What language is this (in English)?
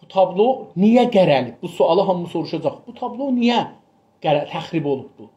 South Azerbaijani